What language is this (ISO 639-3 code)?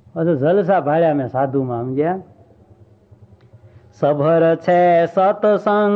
guj